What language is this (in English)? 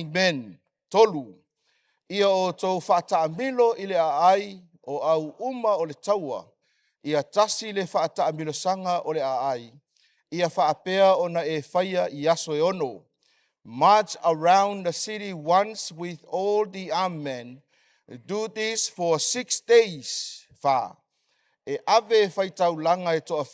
Samoan